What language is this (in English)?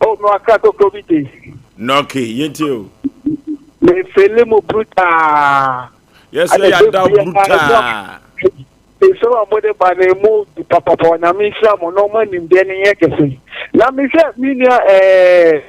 Akan